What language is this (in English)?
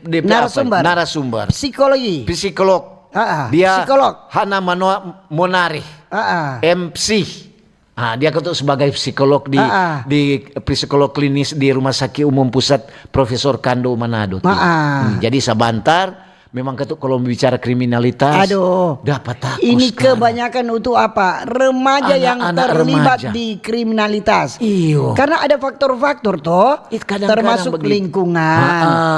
Manado Malay